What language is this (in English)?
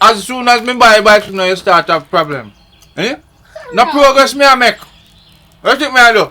Jamaican Creole English